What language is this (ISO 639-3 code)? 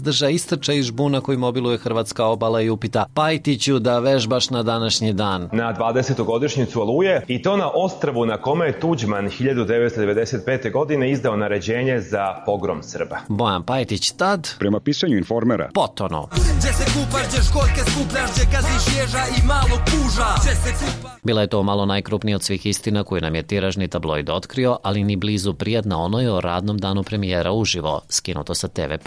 srp